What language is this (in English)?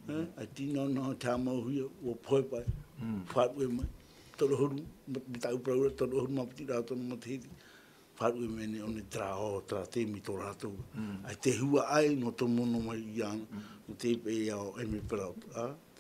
Tahitian